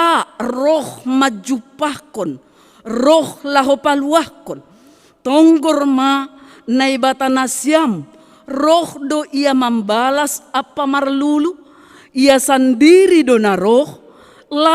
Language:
Batak Simalungun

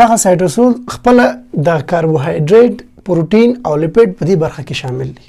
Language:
Pashto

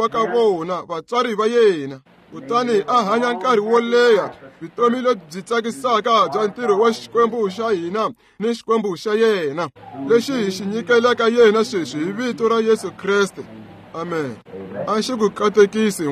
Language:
Tsonga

